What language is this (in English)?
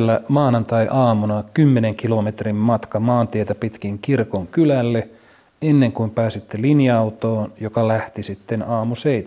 Finnish